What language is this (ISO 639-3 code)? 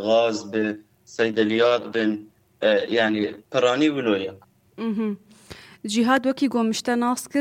kur